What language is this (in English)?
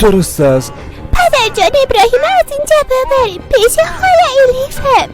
Persian